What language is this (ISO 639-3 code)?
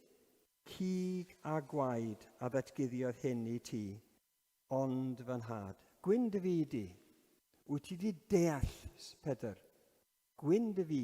cym